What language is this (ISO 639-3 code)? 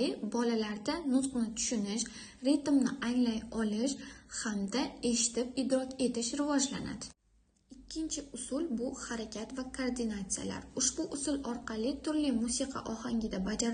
uzb